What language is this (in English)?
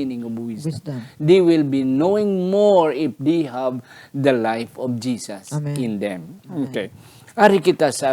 Hiligaynon